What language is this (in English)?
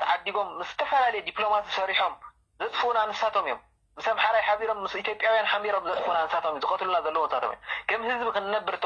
Tigrinya